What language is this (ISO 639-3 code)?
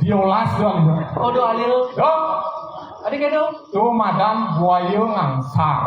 ban